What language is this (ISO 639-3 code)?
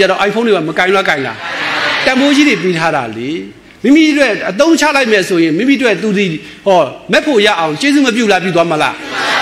mya